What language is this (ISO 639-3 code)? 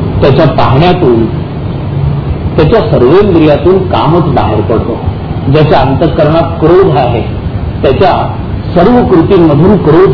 mar